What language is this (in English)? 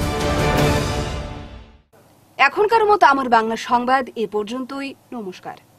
Bangla